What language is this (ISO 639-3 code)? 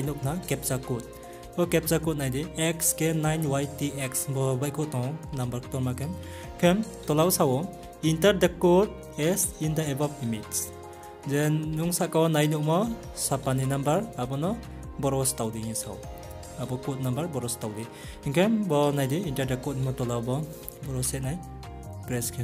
ria